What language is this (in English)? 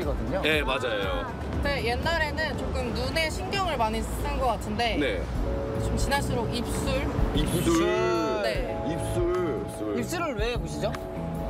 Korean